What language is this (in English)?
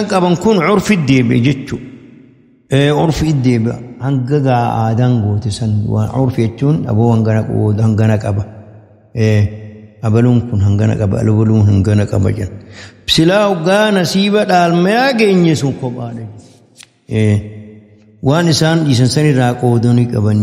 Oromo